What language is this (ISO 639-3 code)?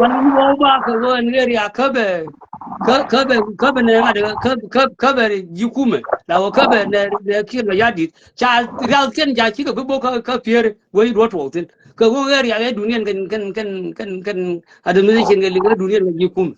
nus